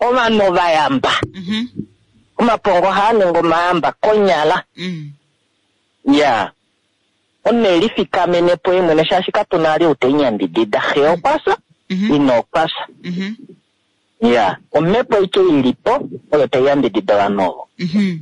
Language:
Kuanyama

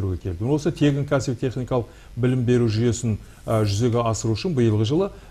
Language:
Kazakh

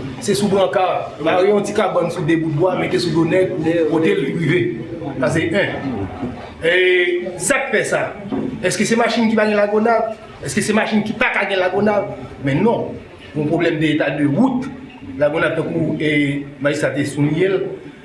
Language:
Haitian Creole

